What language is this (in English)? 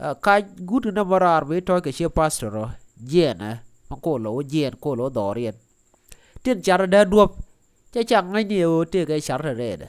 Nuer